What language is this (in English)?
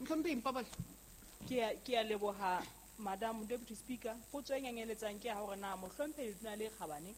Southern Sotho